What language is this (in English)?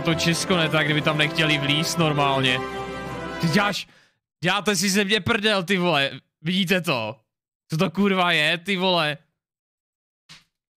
Czech